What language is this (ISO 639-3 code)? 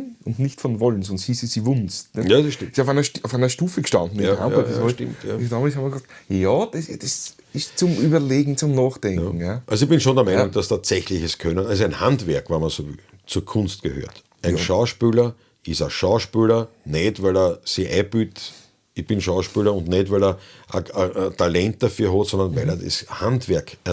bar